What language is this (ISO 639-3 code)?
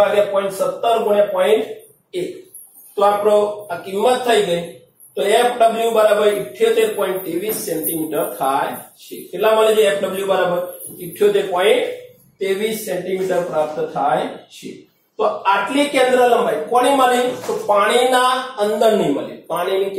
guj